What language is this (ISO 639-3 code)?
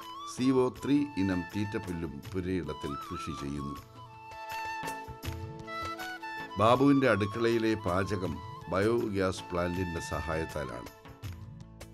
mal